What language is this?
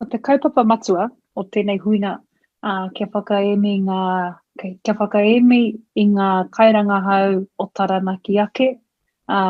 Māori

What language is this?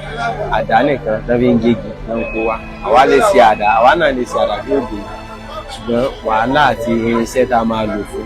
Yoruba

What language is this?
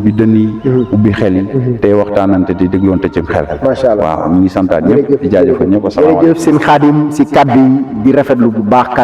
Wolof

